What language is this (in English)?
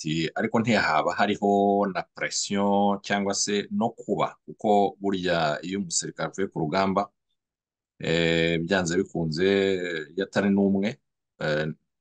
Kinyarwanda